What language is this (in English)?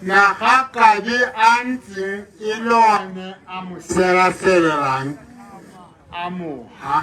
Tswana